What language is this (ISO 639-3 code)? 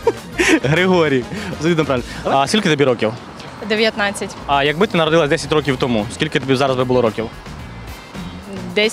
ukr